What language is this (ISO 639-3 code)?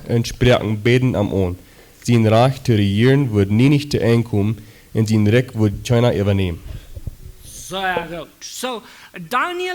pdt